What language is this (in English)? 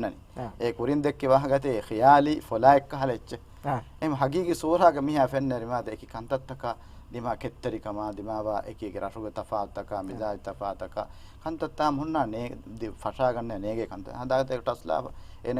Divehi